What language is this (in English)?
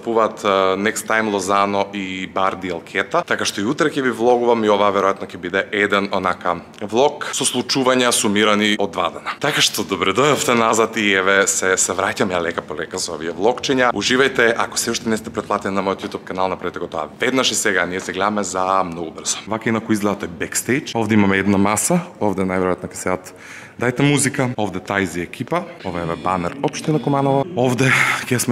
Macedonian